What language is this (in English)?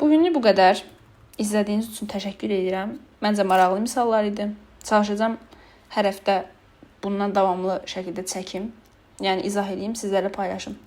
Azerbaijani